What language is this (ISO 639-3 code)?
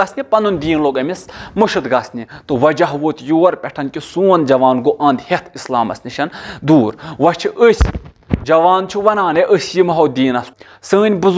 kas